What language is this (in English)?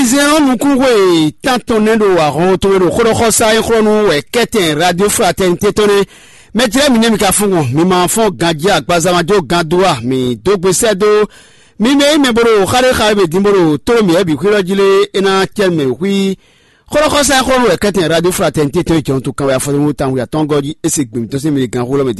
Fon